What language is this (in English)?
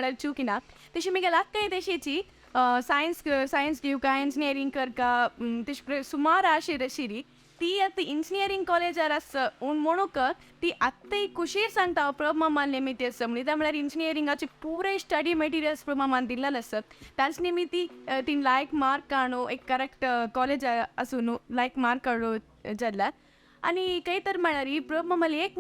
Konkani